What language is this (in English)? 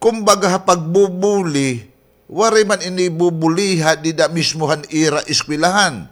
Waray